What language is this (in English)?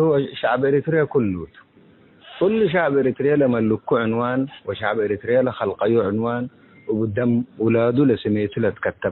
Tigre